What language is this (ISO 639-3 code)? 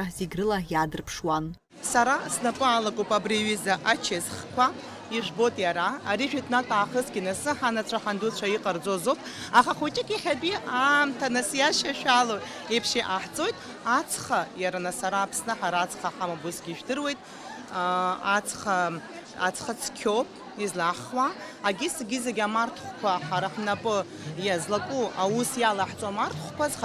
abk